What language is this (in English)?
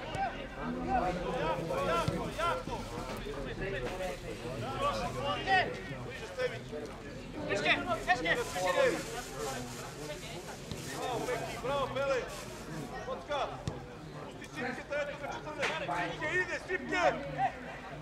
Serbian